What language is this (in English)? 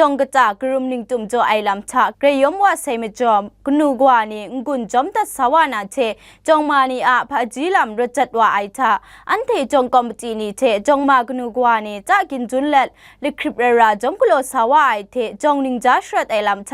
Kachin